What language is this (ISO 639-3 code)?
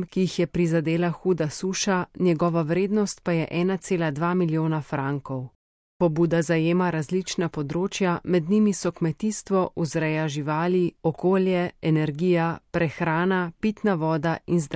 slv